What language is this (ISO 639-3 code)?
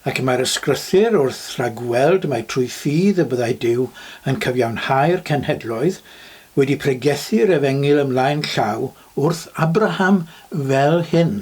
cym